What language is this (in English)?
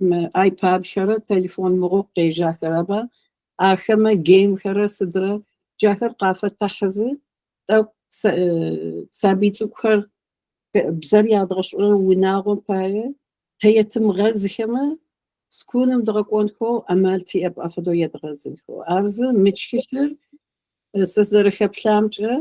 Adyghe